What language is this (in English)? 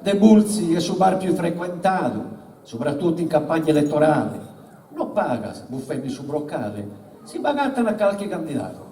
Sardinian